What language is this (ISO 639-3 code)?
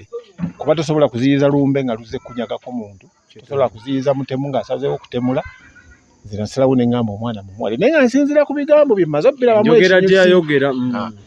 lug